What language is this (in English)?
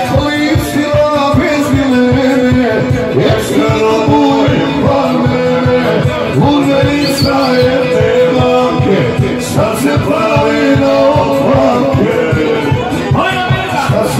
Croatian